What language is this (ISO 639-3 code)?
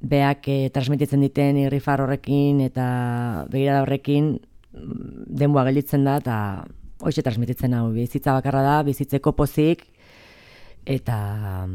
eus